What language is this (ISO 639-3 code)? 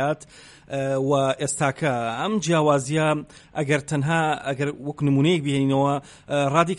ckb